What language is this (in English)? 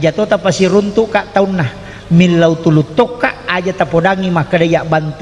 Buginese